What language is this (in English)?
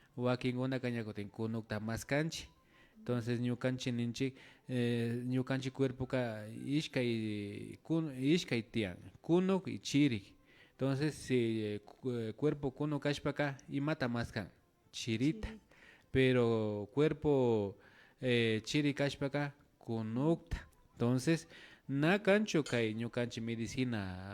Imbabura Highland Quichua